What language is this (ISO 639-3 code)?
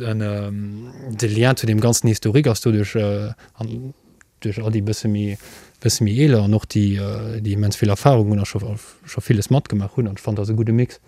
ltz